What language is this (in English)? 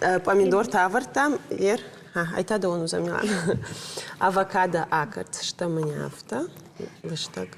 Ossetic